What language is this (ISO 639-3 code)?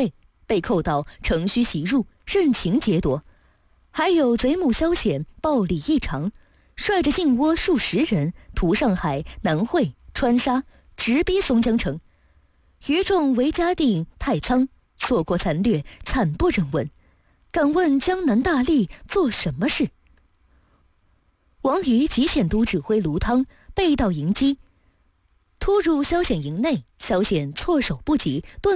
zho